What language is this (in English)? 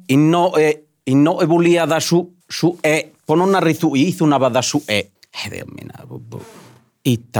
Sardinian